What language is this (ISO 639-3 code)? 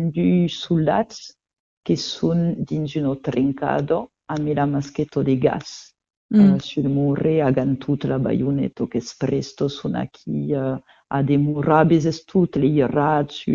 oci